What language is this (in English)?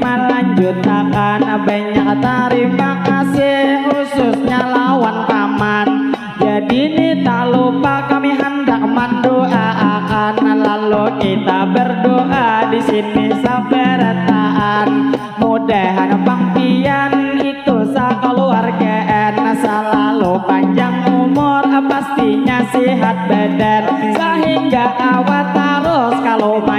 Banjar